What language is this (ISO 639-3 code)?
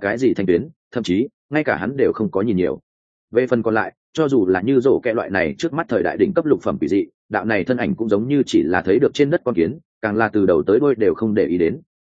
vie